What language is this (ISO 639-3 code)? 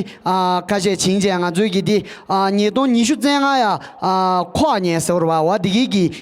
bod